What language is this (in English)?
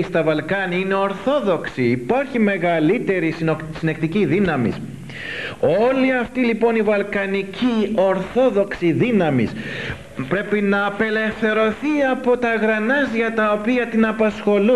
Greek